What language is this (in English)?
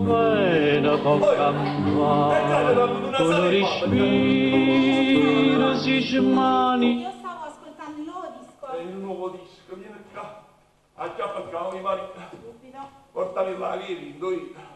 Neapolitan